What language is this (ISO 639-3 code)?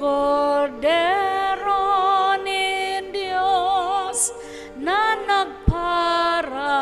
bik